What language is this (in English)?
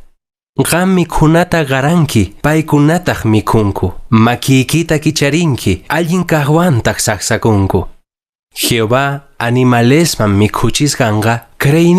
Quechua